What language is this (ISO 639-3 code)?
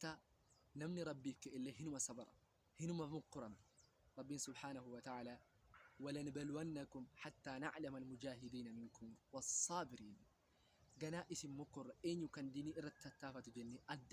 orm